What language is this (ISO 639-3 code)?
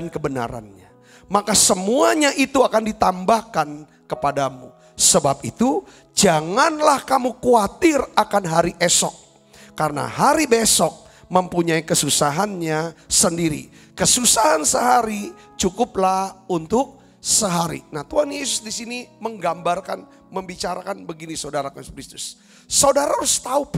ind